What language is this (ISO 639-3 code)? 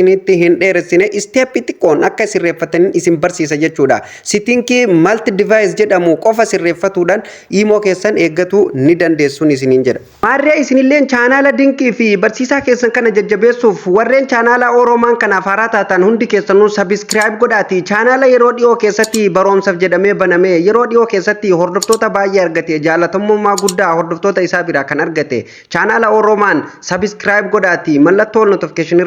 orm